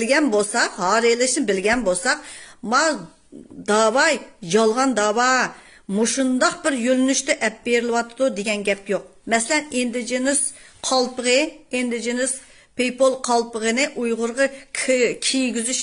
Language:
Uyghur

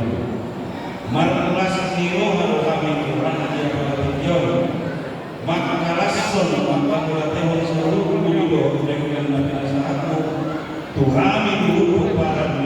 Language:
Batak Toba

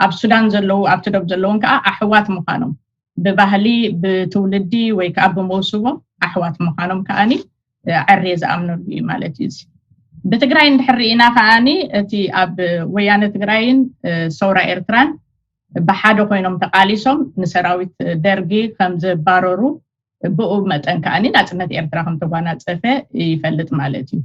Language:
Tigrinya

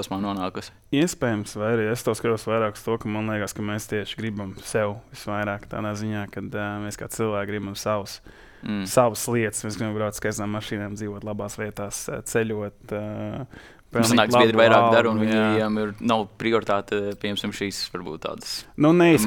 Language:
Latvian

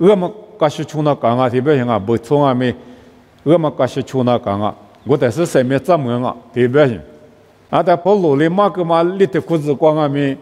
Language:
Lisu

